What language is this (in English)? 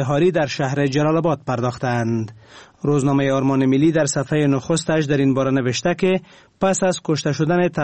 Persian